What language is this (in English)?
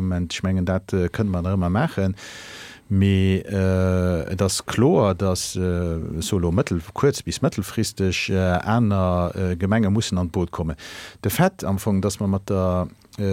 Luxembourgish